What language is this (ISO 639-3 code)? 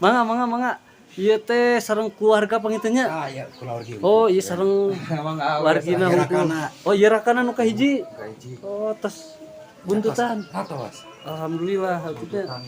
sun